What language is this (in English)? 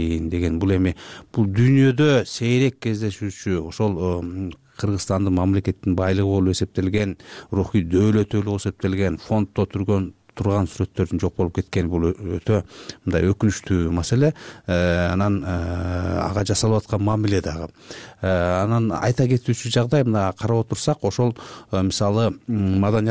Kyrgyz